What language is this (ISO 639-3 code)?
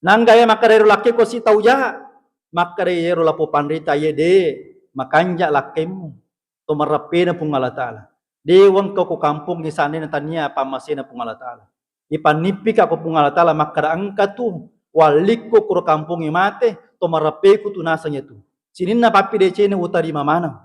bug